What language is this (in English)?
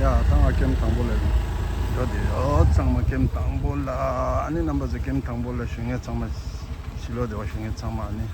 Tibetan